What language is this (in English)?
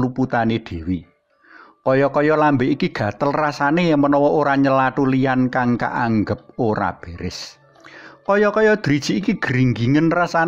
Javanese